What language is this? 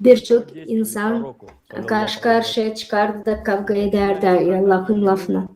Gagauz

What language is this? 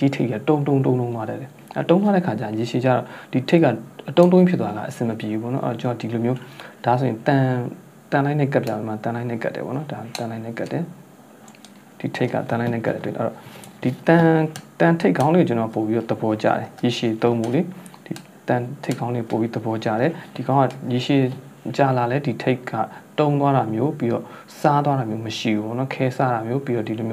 Burmese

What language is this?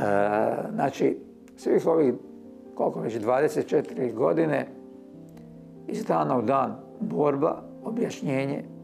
Croatian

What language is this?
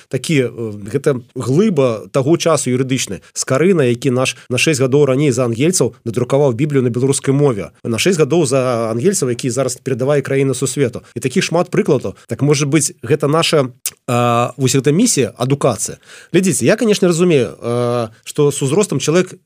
Belarusian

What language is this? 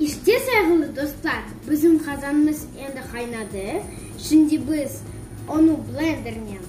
Crimean Tatar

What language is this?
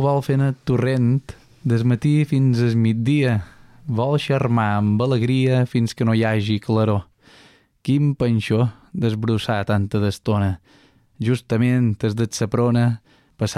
Catalan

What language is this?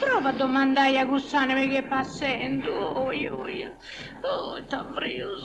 Sardinian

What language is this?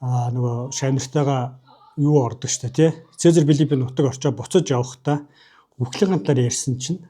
Mongolian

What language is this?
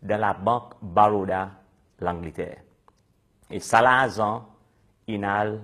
Seselwa Creole French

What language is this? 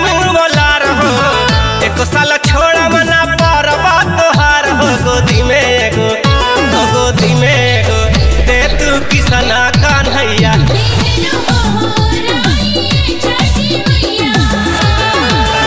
Bhojpuri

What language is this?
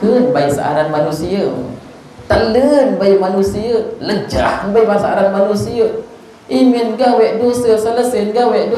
Sasak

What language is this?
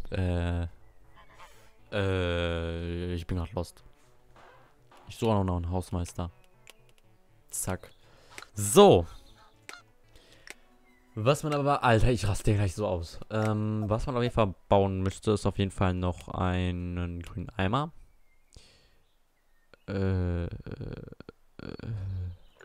German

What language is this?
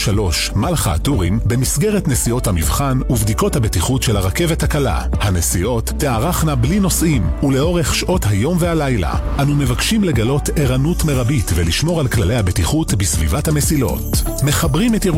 Hebrew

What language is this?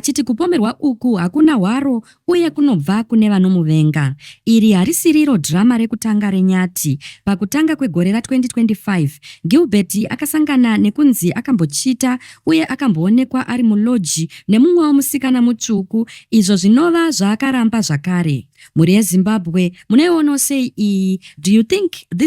Shona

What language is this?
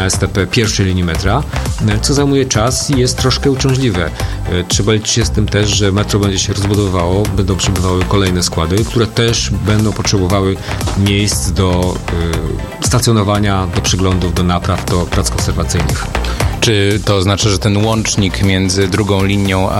Polish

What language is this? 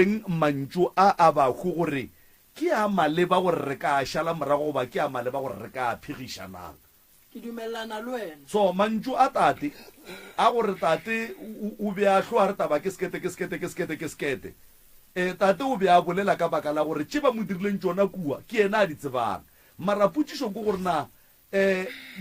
Northern Sotho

